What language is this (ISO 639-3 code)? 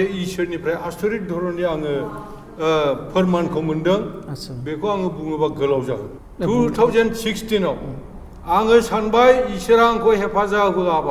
brx